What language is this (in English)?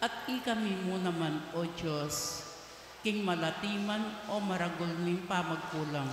Pampanga